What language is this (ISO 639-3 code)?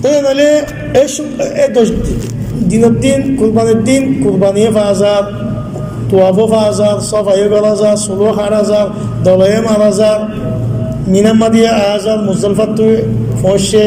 rhg